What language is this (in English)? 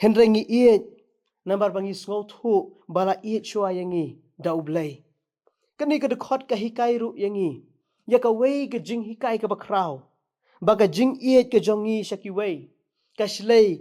Khasi